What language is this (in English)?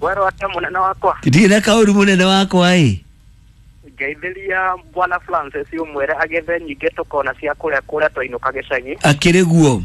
Kikuyu